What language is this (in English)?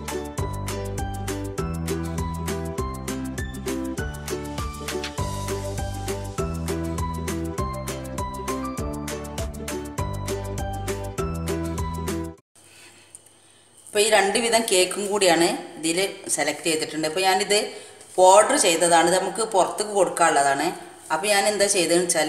Malayalam